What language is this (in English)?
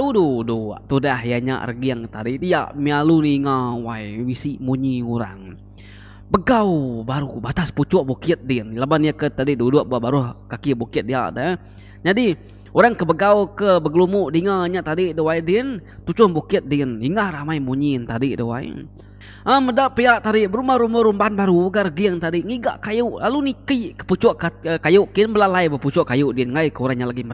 Iban